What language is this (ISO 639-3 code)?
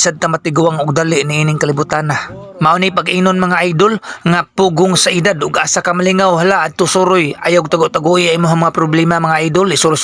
ceb